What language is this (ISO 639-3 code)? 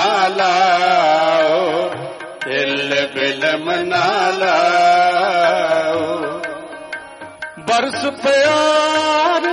hin